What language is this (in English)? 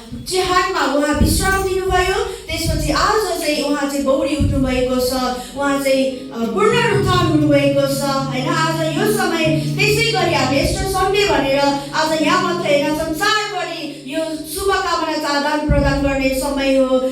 Nepali